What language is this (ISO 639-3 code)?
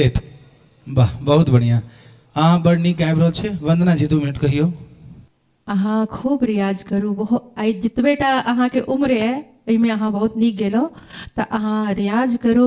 mai